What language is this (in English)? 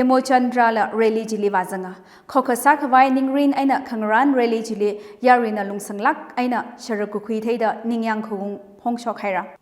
Tangkhul Naga (India)